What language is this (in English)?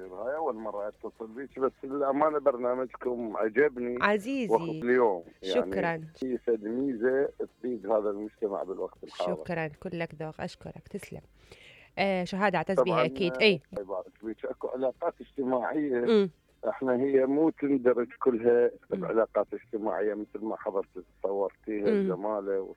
Mesopotamian Arabic